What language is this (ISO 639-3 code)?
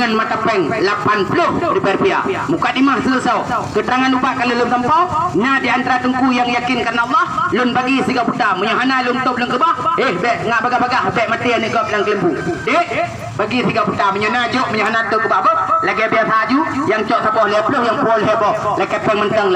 ace